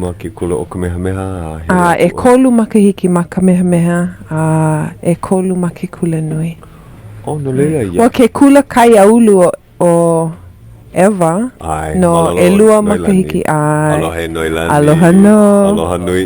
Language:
Hawaiian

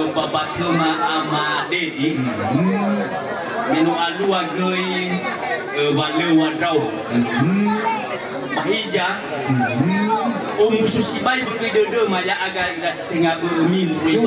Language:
Nias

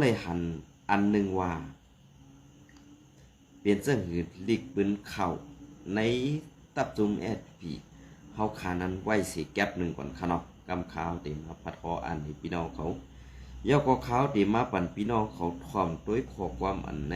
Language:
Shan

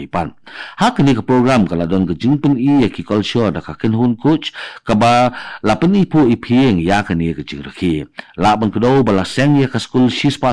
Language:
Khasi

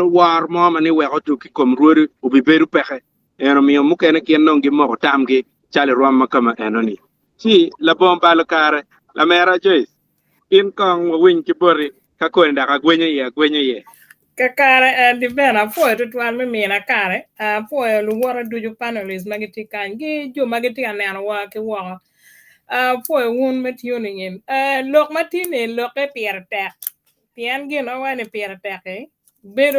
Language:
Acoli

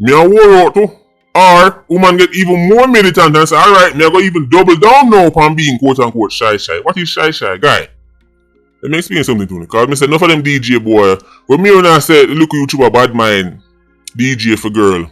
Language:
Jamaican Creole English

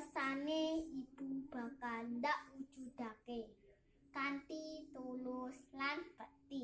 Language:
Javanese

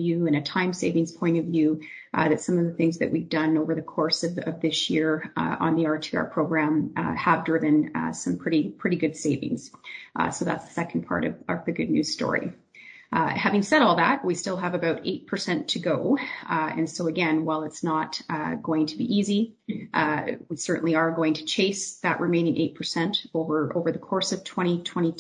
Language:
English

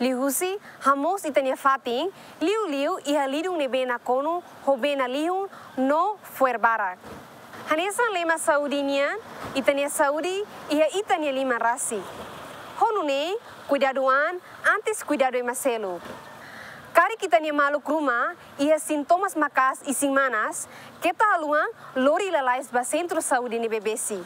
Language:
Tetum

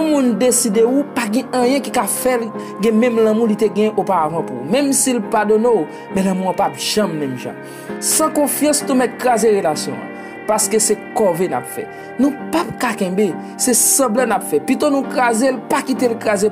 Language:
Haitian Creole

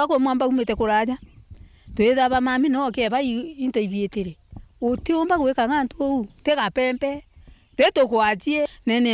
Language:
Meru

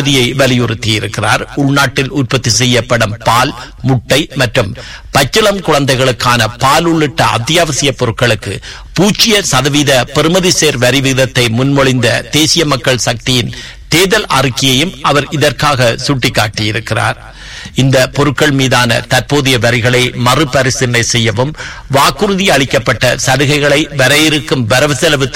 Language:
Tamil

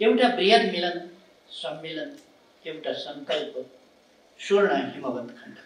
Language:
Nepali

